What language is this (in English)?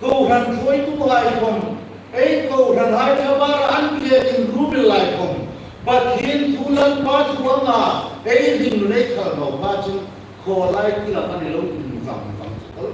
Hmar